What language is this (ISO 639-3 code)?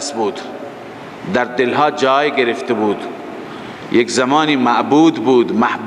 fas